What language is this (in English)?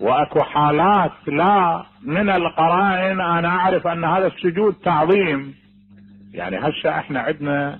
Mesopotamian Arabic